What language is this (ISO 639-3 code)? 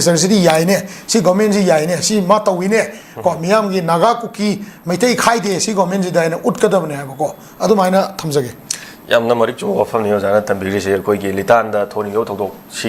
mni